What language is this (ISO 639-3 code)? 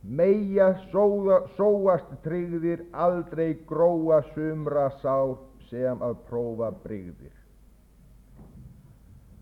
isl